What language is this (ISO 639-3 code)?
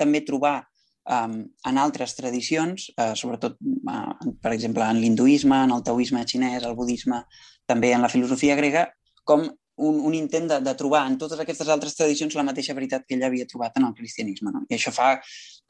cat